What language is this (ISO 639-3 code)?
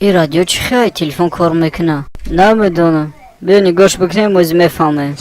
tgk